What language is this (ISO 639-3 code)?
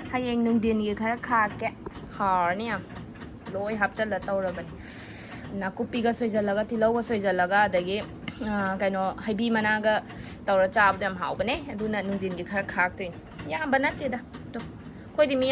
mni